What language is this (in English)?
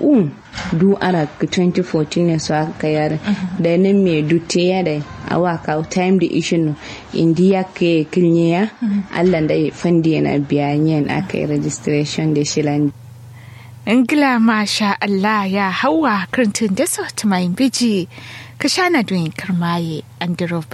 Kanuri